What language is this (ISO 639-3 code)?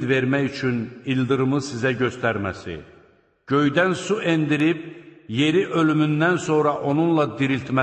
aze